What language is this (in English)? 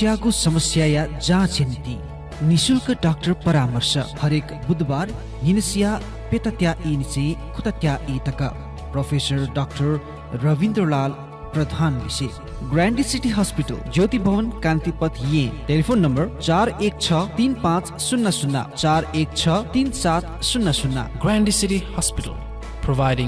Newari